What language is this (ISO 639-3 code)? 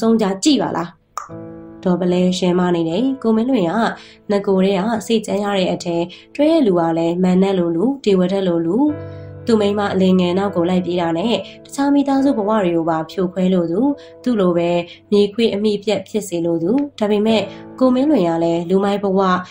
mya